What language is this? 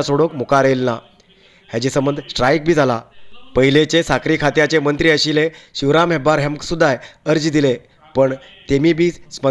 Konkani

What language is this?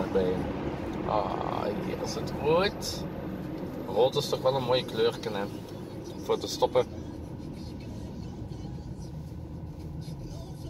Dutch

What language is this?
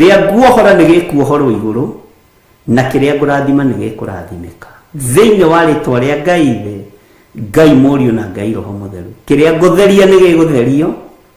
Kikuyu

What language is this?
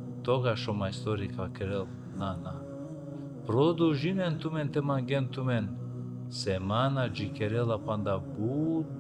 Balkan Romani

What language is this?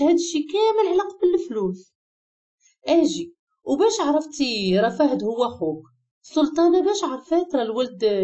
Moroccan Arabic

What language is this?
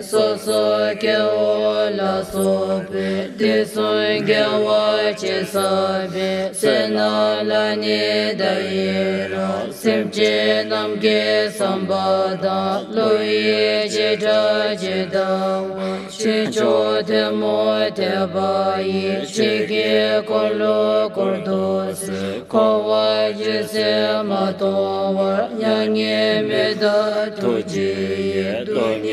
Classical Tibetan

